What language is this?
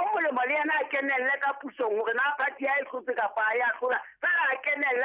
Southern Sotho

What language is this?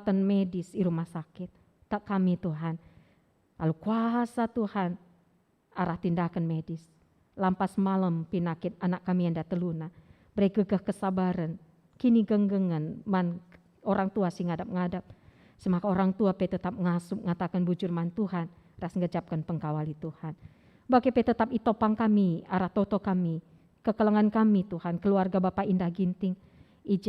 Batak Karo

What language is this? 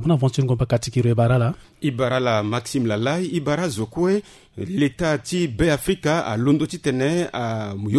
Sango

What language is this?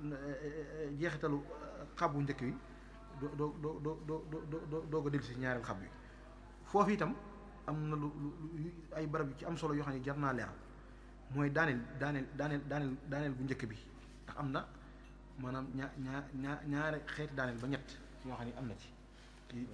Wolof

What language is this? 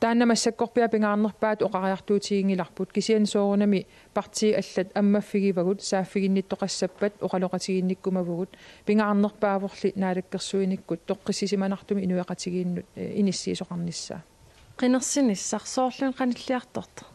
Kalaallisut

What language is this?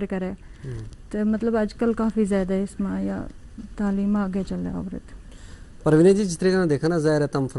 Gujari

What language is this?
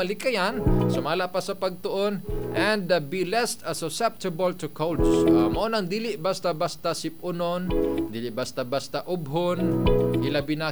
Cebuano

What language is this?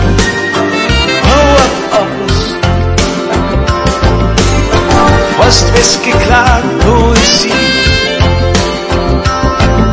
Danish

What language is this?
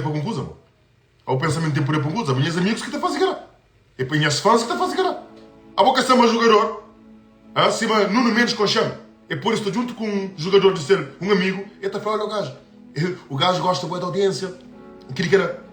Kabuverdianu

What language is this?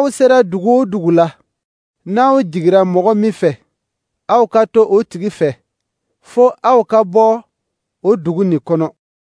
Dyula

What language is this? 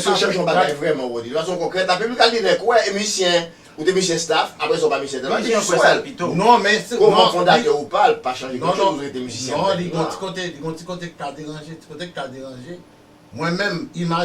Haitian Creole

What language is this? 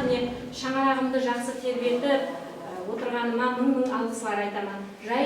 Kara-Kalpak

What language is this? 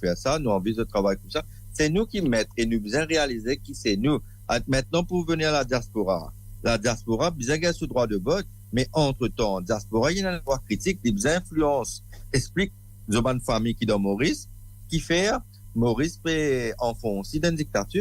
Morisyen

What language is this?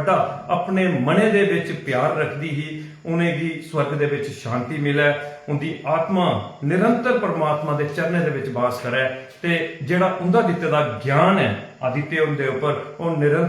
Dogri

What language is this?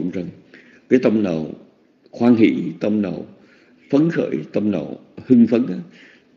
Vietnamese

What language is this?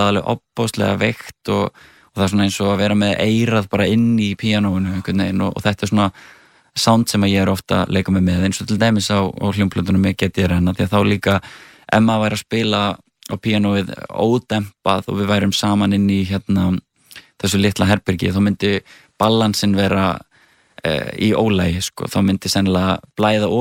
Icelandic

